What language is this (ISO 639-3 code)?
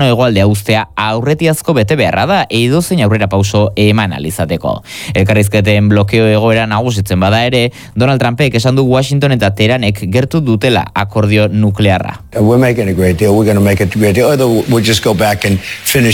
eus